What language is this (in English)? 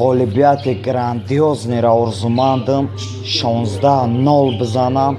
Tajik